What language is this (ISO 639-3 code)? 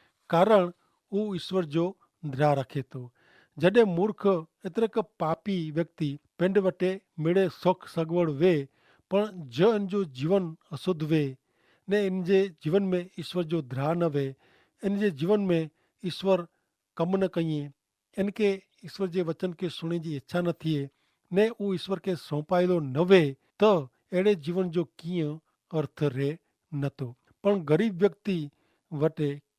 kfr